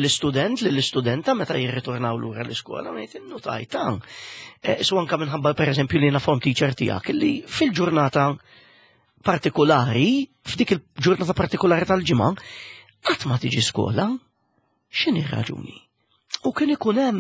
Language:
Maltese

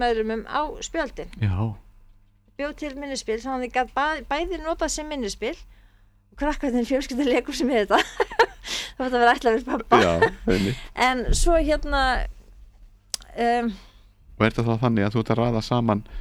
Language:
Icelandic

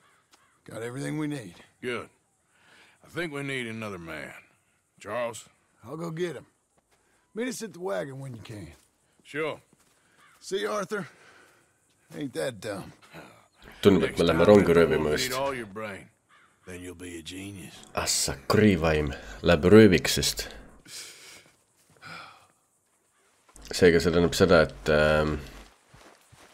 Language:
Estonian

